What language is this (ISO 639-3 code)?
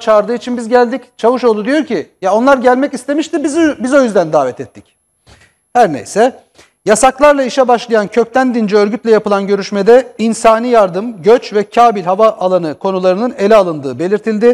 tur